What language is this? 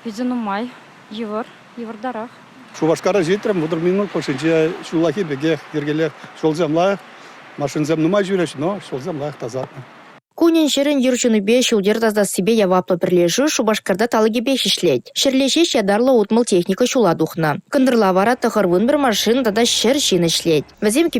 Chuvash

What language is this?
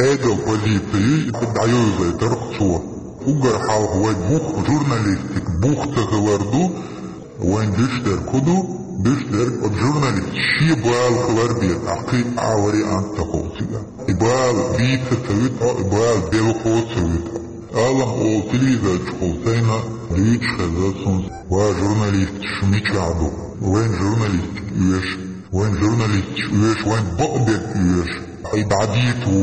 Chechen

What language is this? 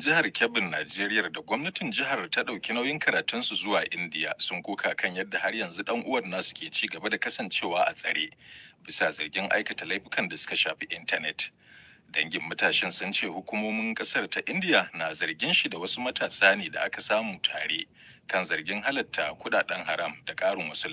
Hausa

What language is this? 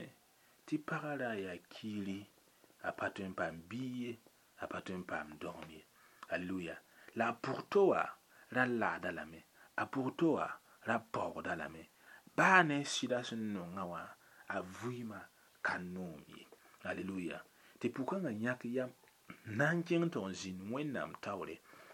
Mossi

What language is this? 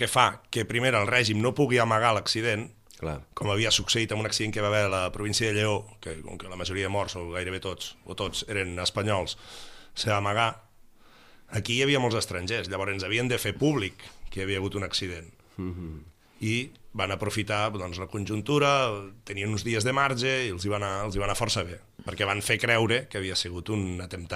Catalan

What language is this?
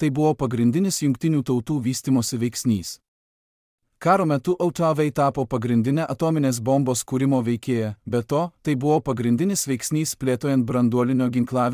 Lithuanian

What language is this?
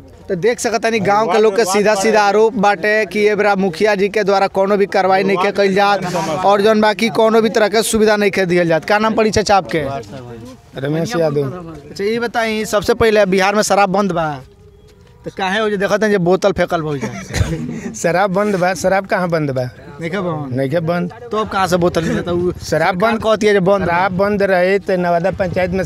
Bhojpuri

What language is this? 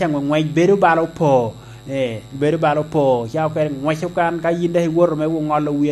Lango (Uganda)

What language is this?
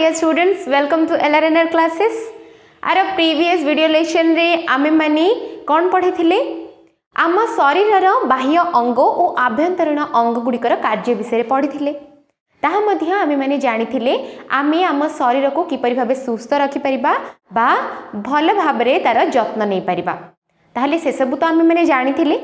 Odia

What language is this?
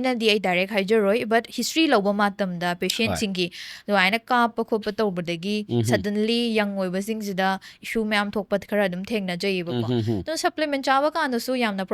Manipuri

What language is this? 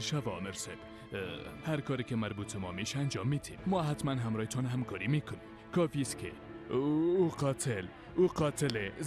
Persian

